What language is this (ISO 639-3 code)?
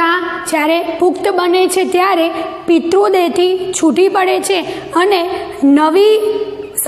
guj